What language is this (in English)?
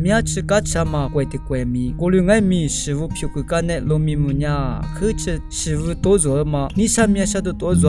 Lisu